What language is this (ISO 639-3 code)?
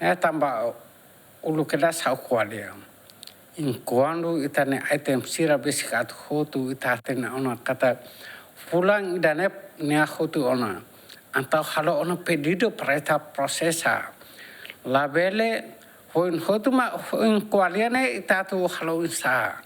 tet